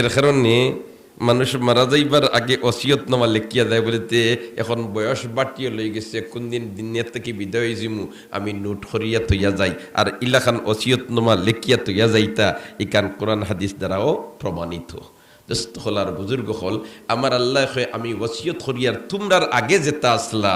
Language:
Sylheti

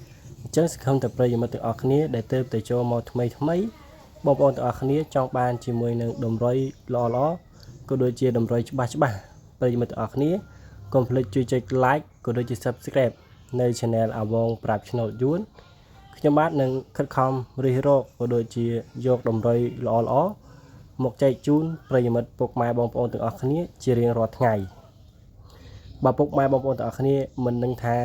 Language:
Khmer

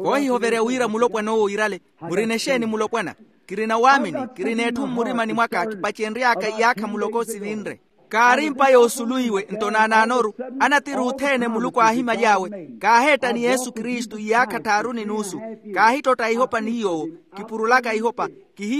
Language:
Makhuwa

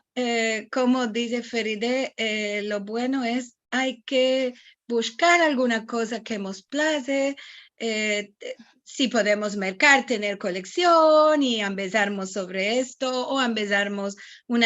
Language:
Ladino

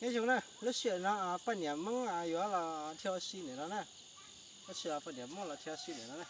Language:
Hmong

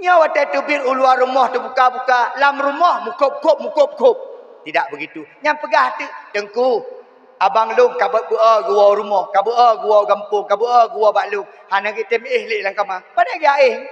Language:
Achinese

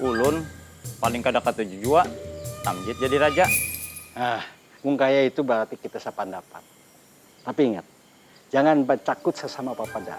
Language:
Banjar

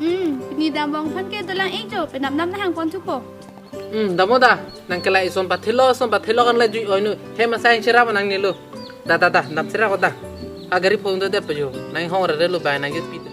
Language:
Karbi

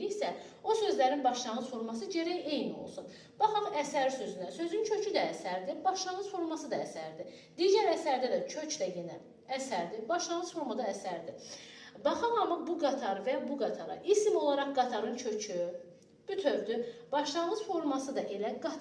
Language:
Azerbaijani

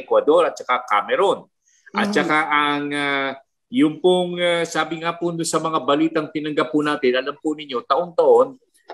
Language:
Filipino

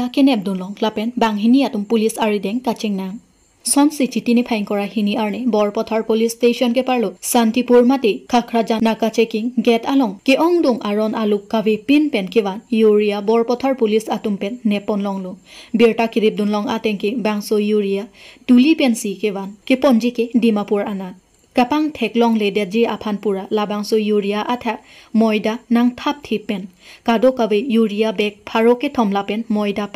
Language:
Karbi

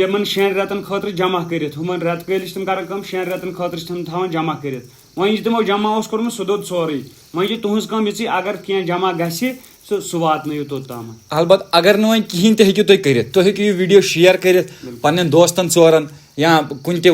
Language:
Kashmiri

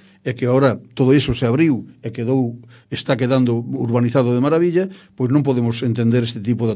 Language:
Galician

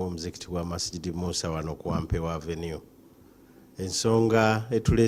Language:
Ganda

